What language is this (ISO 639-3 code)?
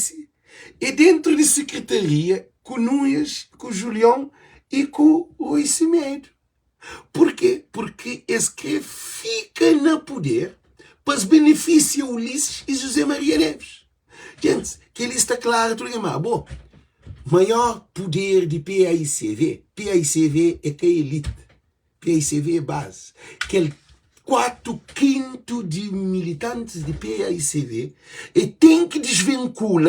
kea